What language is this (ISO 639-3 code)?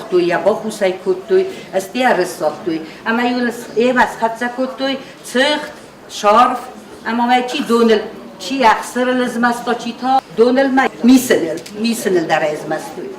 oss